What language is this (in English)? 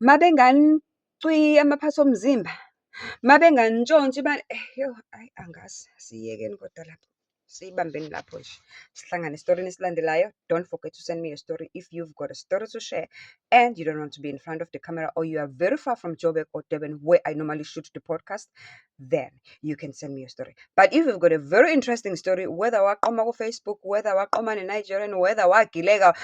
Zulu